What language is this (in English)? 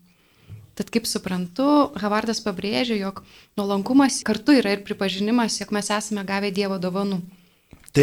Lithuanian